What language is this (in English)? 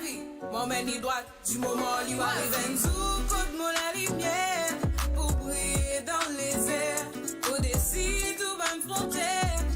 Morisyen